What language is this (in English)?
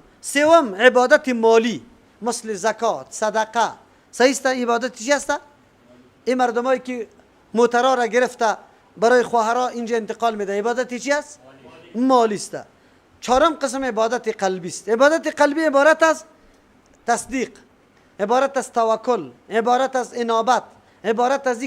Persian